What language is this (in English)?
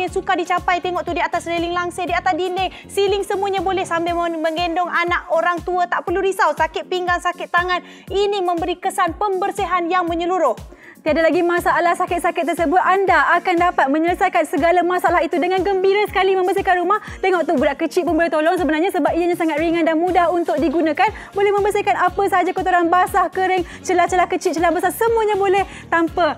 Malay